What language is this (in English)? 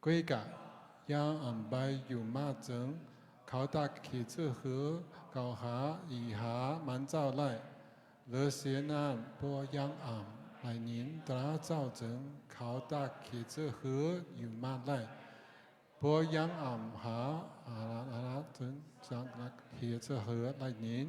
Shan